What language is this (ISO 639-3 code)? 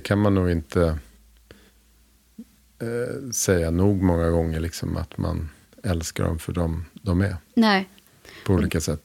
swe